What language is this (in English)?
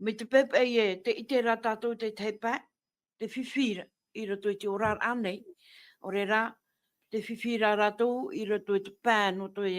Tahitian